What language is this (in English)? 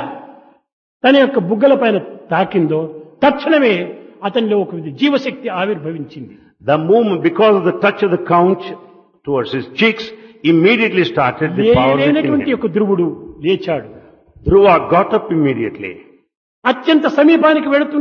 Telugu